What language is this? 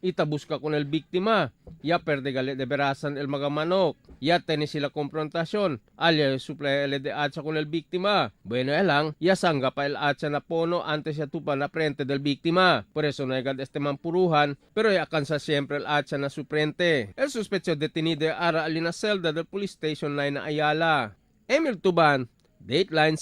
Chavacano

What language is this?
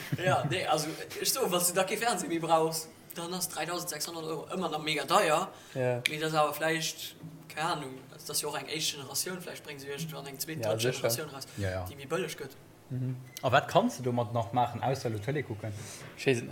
Luxembourgish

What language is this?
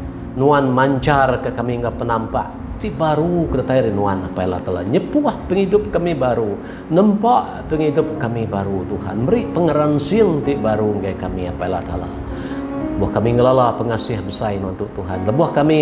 Iban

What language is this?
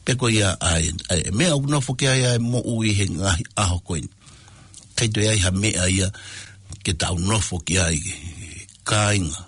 Tongan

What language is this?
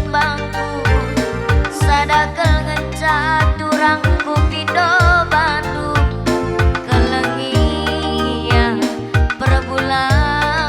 Batak Karo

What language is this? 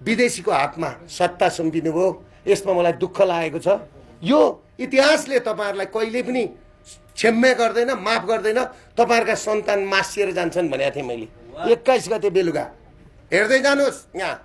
Nepali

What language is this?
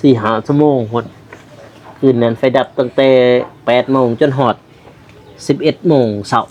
Lao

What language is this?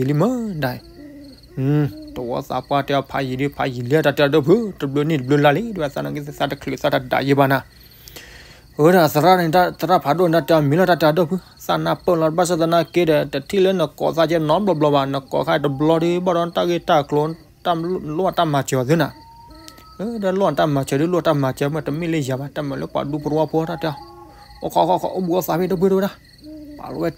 S'gaw Karen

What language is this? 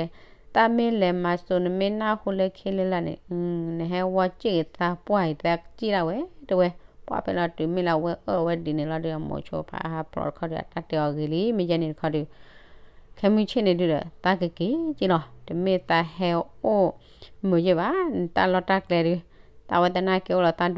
S'gaw Karen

